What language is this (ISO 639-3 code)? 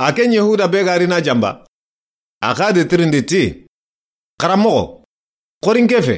snk